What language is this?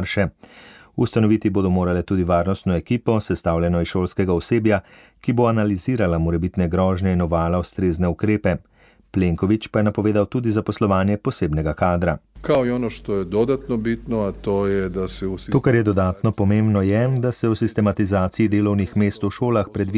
Slovenian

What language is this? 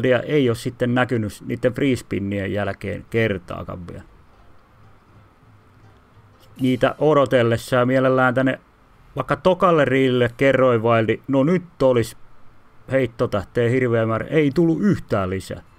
Finnish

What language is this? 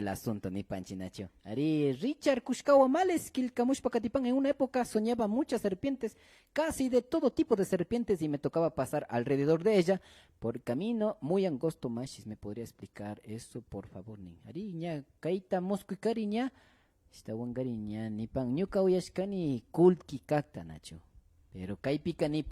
Imbabura Highland Quichua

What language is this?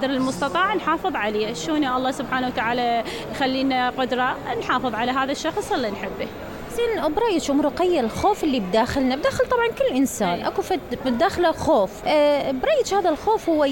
Mesopotamian Arabic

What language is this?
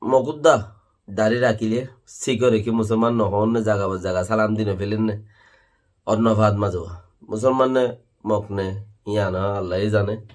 Rohingya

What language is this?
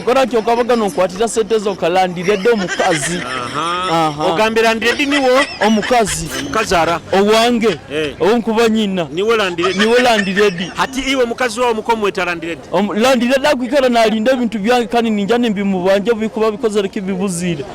Nyoro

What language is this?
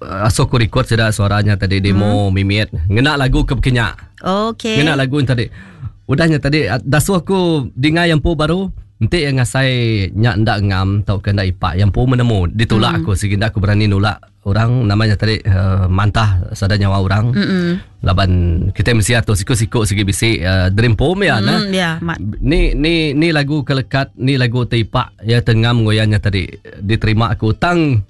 Iban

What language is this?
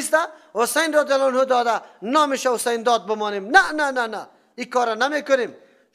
Persian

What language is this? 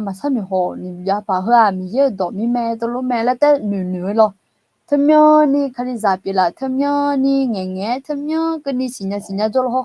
Akha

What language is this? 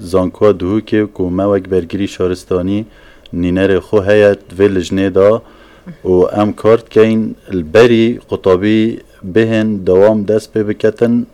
Kurdish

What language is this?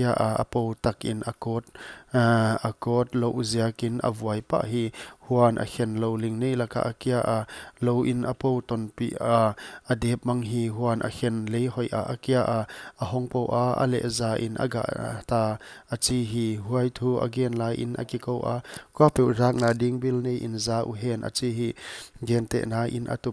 Paite Chin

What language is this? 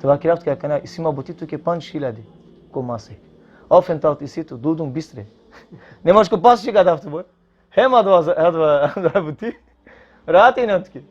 Balkan Romani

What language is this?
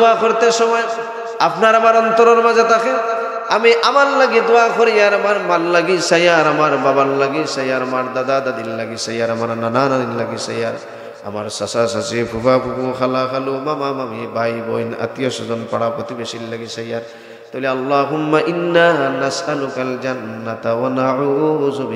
Sylheti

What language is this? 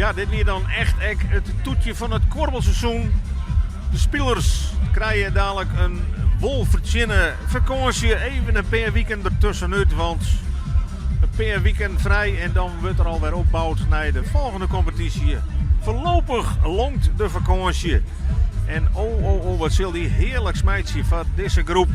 Western Frisian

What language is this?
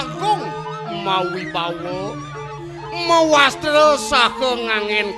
Balinese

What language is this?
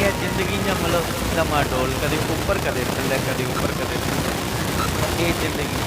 Dogri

